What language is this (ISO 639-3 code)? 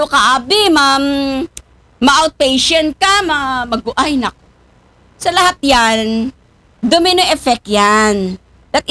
akl